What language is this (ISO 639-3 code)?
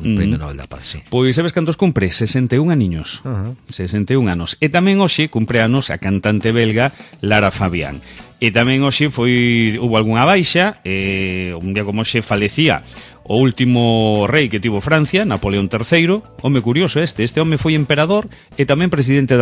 glg